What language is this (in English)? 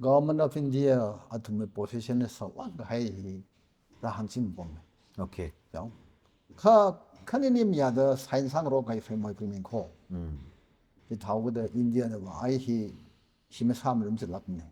Tangkhul Naga (India)